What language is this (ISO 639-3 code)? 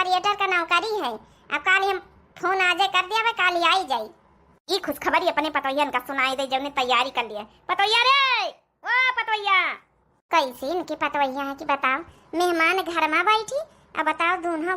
awa